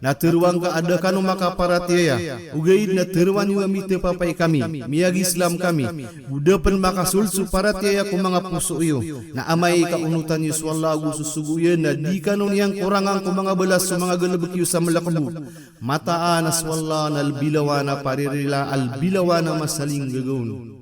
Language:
Maranao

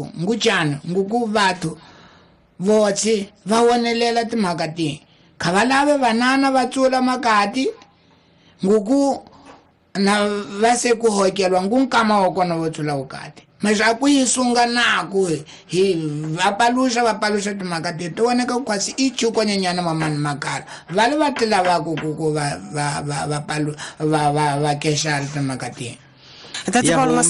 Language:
Tsonga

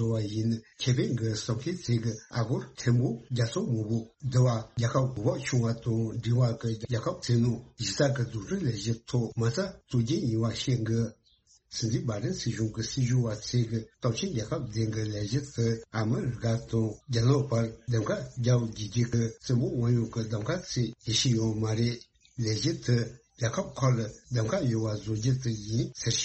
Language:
Tibetan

